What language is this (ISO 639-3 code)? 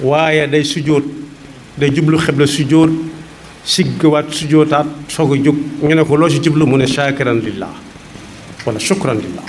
wol